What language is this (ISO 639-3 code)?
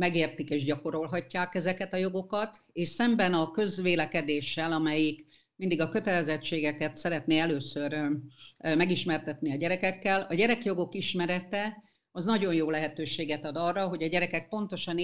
hun